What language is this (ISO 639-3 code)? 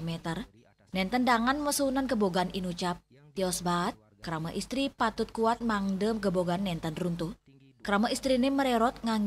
ban